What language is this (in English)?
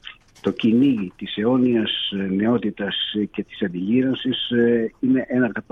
Greek